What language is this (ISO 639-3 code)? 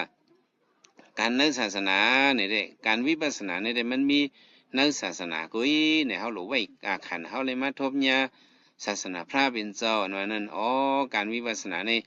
shn